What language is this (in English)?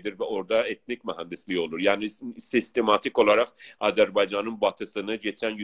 South Azerbaijani